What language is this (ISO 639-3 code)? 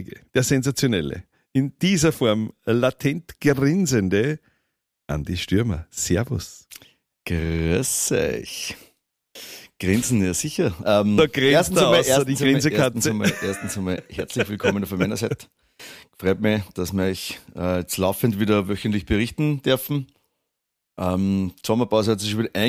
deu